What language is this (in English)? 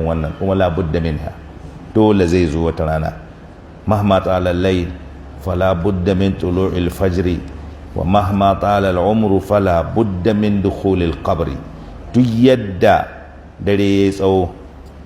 Hausa